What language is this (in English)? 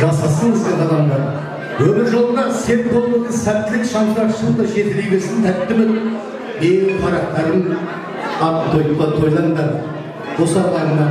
Kara-Kalpak